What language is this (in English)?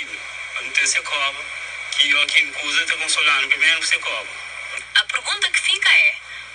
Kabuverdianu